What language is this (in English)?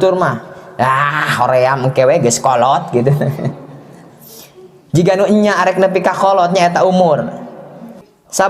Sundanese